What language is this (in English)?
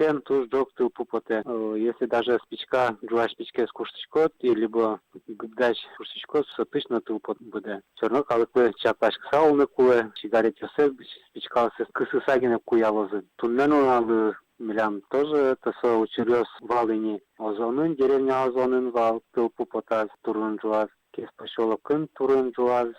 Udmurt